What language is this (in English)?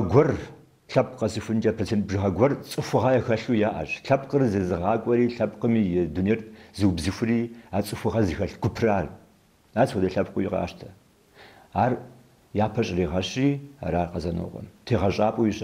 Kabardian